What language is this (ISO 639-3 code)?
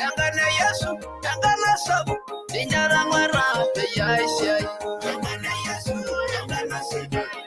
mas